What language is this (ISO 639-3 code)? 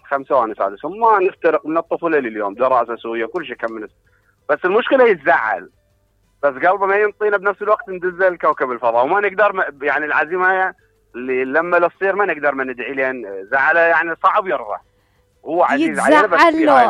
acm